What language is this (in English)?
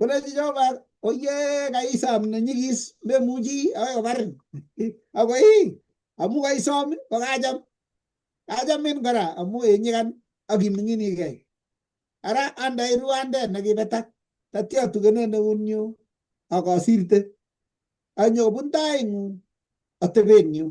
Kalenjin